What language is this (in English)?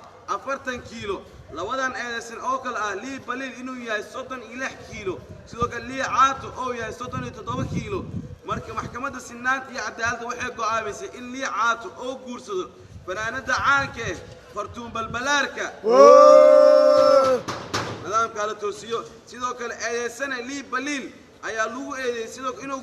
Somali